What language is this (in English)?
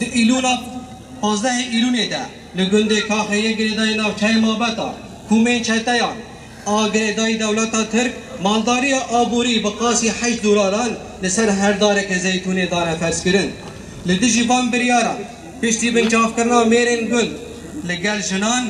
Kurdish